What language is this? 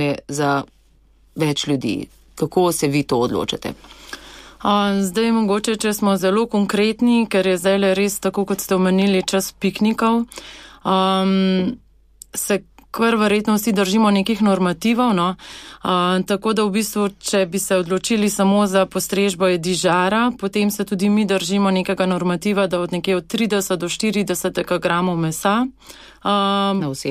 Slovenian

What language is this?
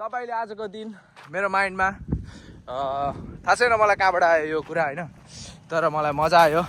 Nepali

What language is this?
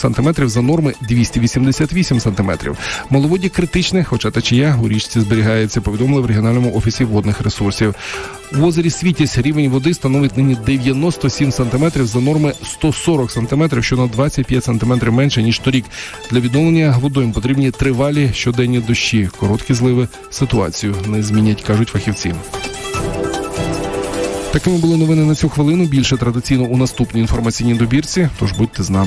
Ukrainian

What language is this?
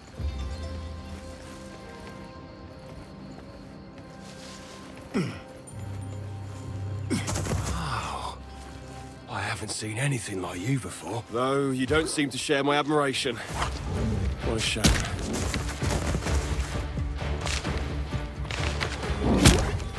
English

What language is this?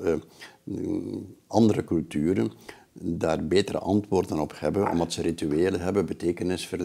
Dutch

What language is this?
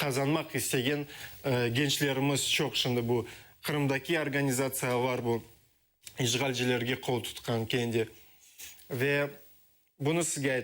Crimean Tatar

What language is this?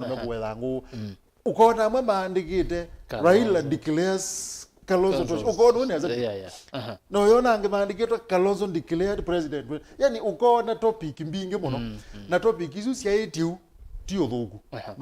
Kamba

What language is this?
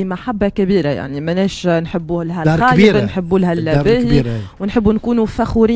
Tunisian Arabic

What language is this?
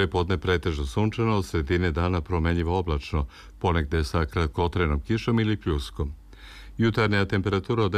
Serbian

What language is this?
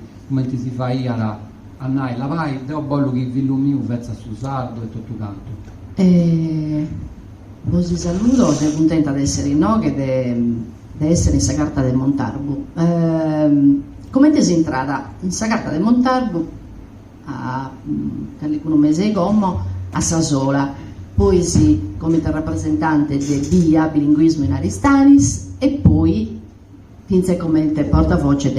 Sardinian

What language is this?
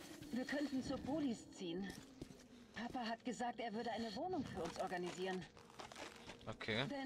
German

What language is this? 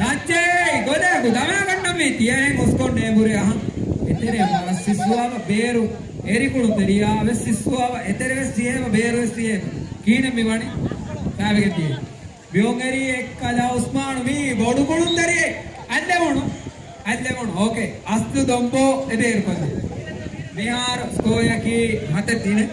Divehi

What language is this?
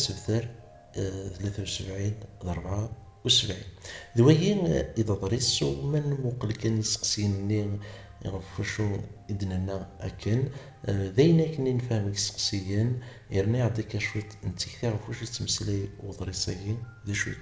Kabyle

